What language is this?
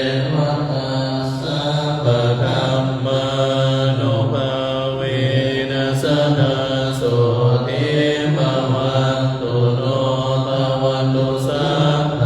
Pali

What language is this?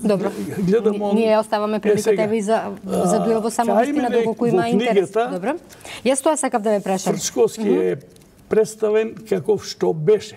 Macedonian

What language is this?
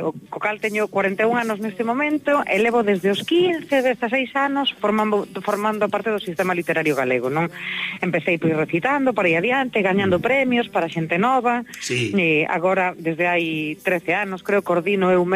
Galician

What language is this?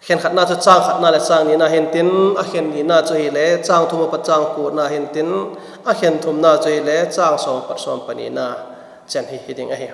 Vaiphei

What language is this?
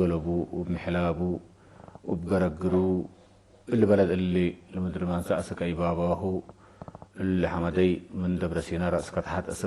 Tigre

